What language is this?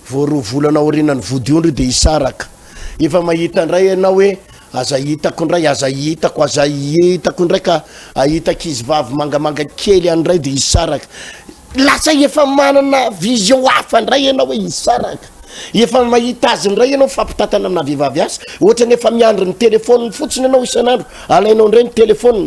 Malagasy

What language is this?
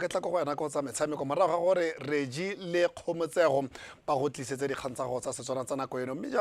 Tswana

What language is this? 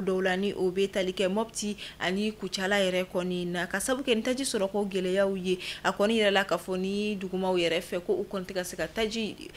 Bambara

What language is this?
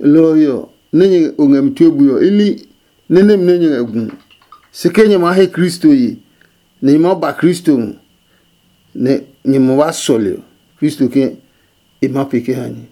Adangme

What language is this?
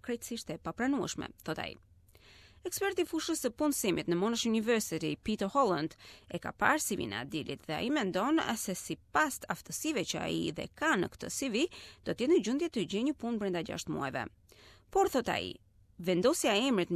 Albanian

